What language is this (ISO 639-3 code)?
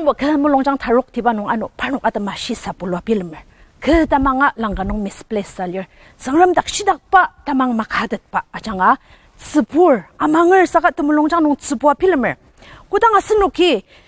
njo